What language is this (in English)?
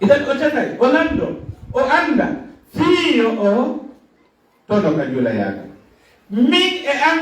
Fula